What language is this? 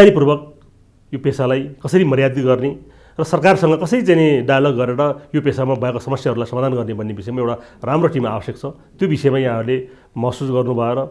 Nepali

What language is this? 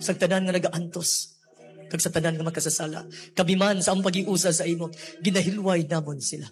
Hiligaynon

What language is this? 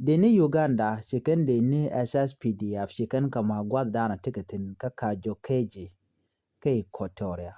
Nuer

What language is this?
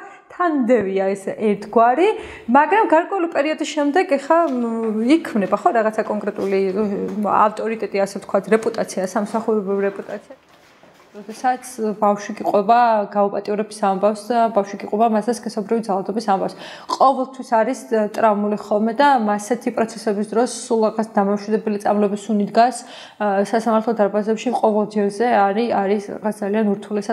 Georgian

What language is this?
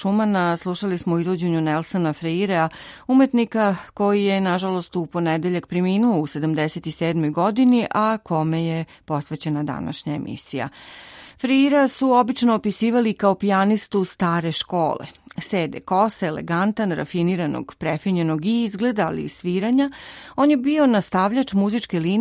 Serbian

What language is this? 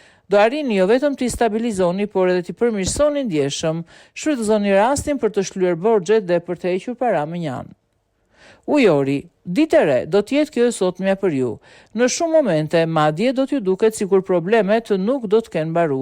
Albanian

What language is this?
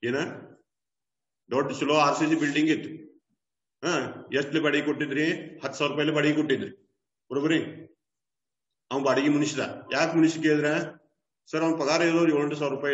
Kannada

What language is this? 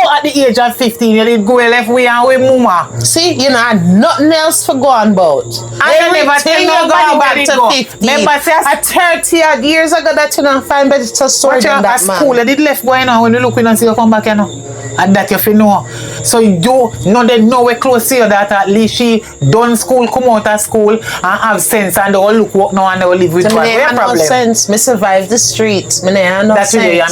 Jamaican Creole English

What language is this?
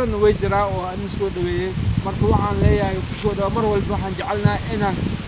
Somali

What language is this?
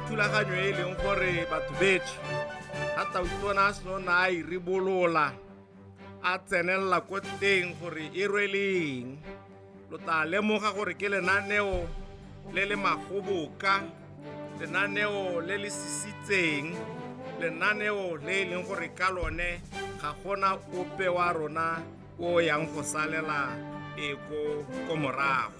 Tswana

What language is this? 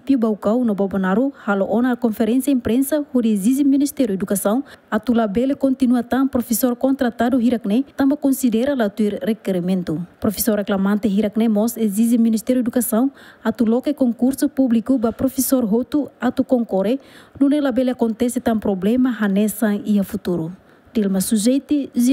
Tetum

